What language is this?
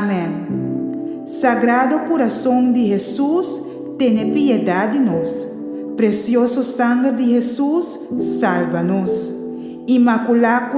Papiamento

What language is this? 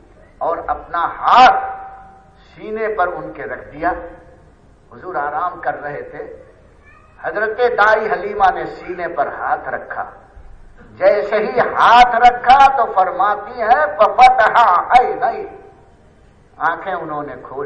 Urdu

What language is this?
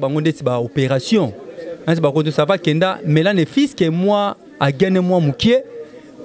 Lingala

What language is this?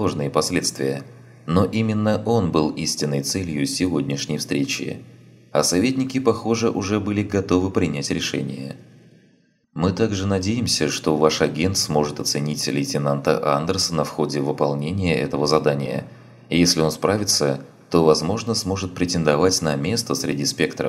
Russian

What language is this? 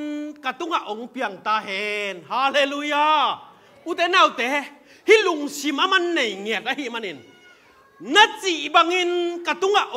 Tedim Chin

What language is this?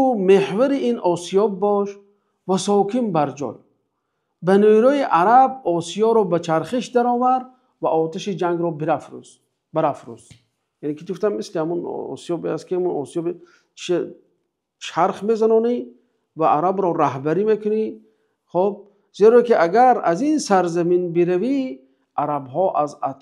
Tajik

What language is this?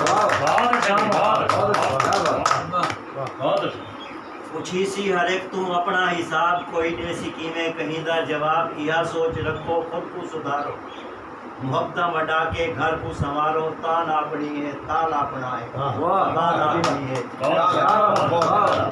Saraiki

